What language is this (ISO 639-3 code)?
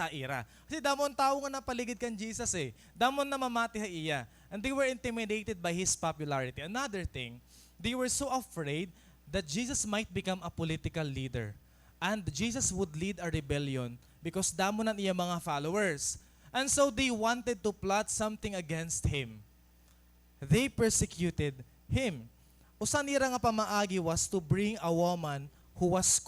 war